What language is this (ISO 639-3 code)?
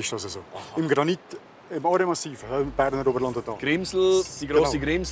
gsw